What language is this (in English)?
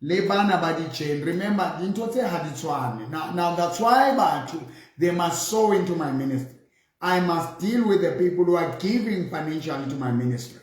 Southern Sotho